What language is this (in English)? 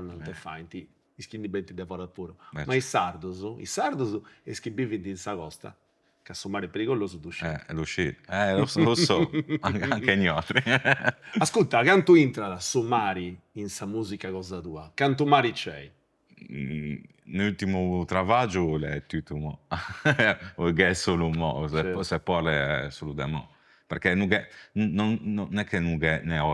Sardinian